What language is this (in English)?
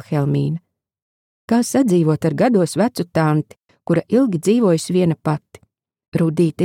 Latvian